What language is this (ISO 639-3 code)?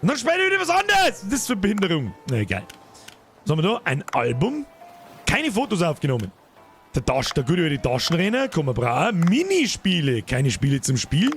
bar